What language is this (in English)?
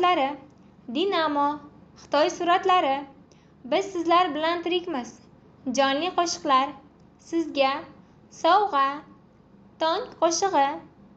Uzbek